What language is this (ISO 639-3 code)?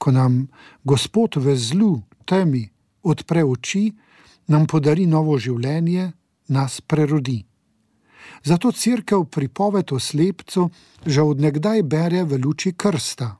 slv